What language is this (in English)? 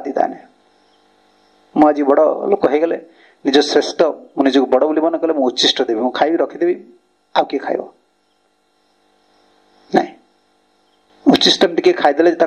Odia